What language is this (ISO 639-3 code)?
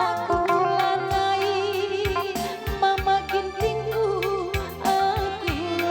btx